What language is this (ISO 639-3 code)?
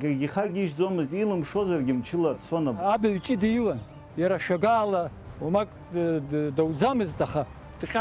abk